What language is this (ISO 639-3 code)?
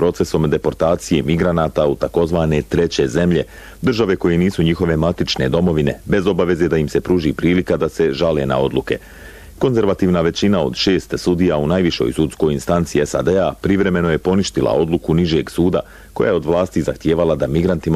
bos